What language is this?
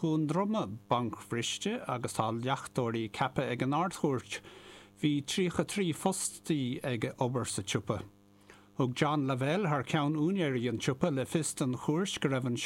Irish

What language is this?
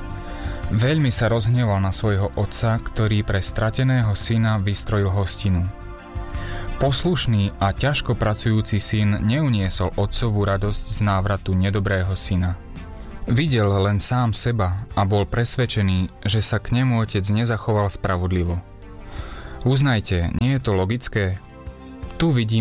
Slovak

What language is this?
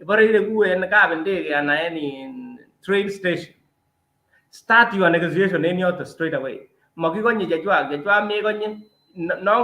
Kalenjin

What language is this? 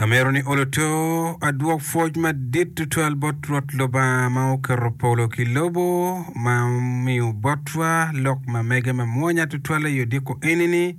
Acoli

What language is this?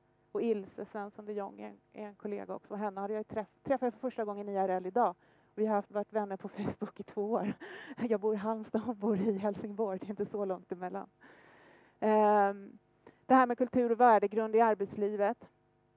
Swedish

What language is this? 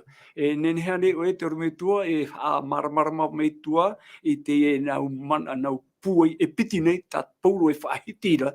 Tahitian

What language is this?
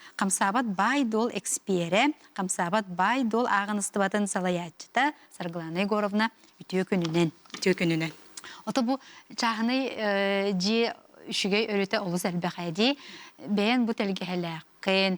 Yakut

